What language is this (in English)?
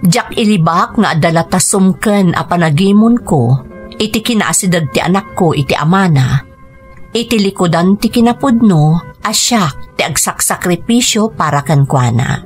Iloko